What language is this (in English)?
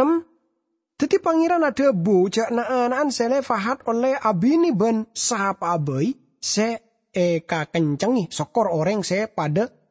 Madurese